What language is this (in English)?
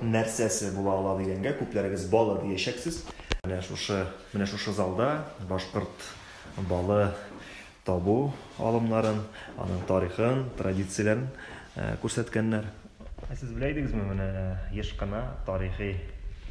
Tatar